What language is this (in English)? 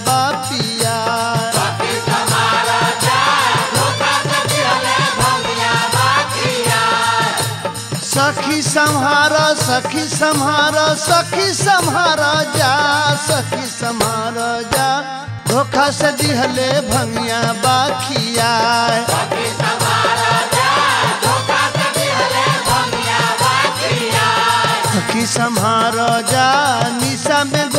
Bhojpuri